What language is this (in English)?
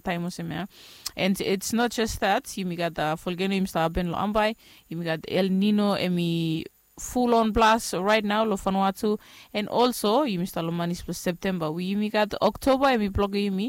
Bislama